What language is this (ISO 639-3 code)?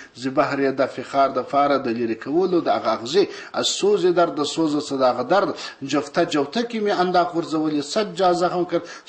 pus